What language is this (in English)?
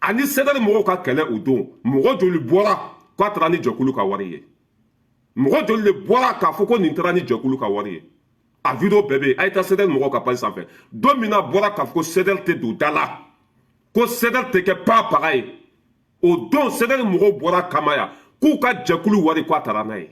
Bambara